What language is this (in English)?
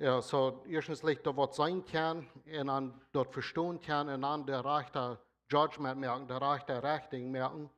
Plautdietsch